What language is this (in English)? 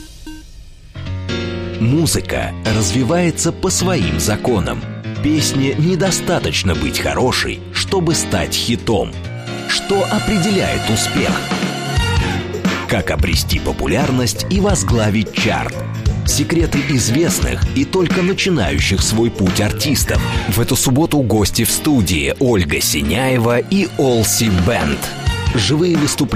Russian